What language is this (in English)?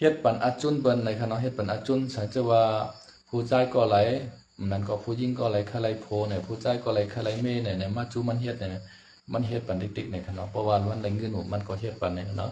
Shan